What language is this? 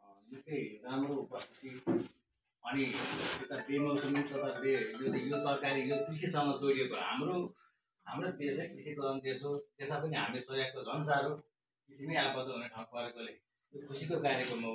Nepali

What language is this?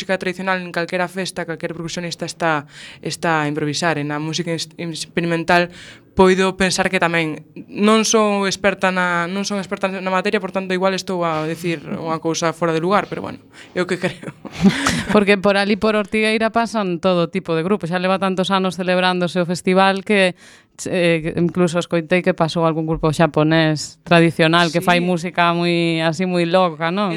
Galician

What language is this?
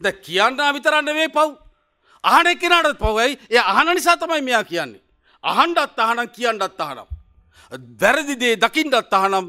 Sinhala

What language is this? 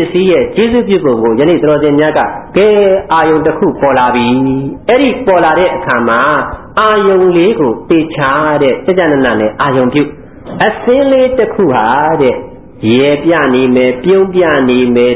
Burmese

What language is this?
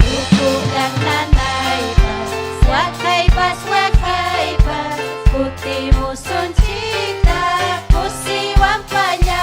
Ayacucho Quechua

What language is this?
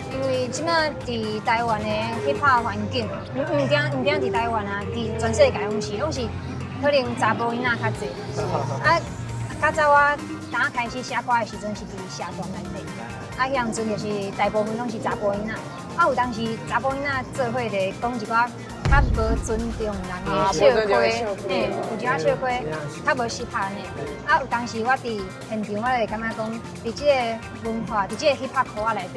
Min Nan Chinese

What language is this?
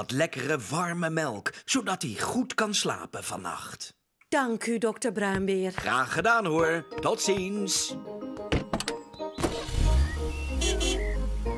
Dutch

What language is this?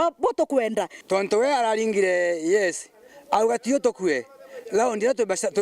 Meru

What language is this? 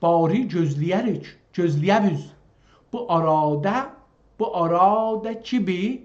South Azerbaijani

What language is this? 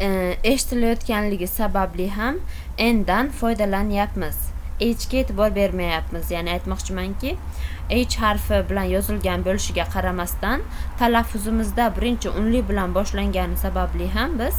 Uzbek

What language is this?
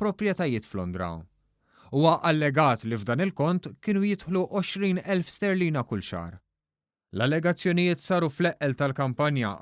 Maltese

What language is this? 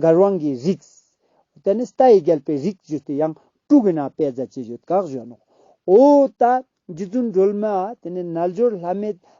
Ladakhi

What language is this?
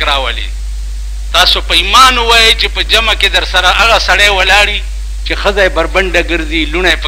Pashto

